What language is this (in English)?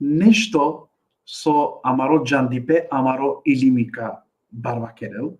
Balkan Romani